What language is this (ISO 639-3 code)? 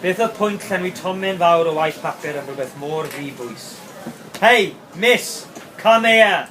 cym